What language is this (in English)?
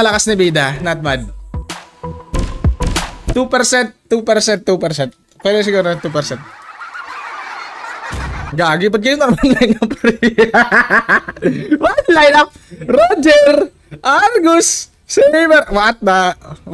Filipino